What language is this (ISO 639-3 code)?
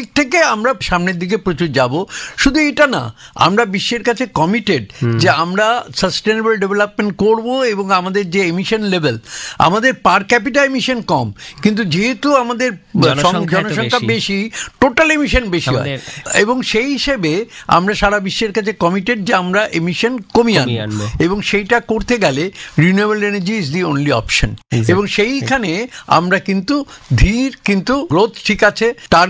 ben